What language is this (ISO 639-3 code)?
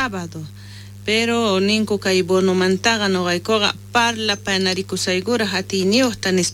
quh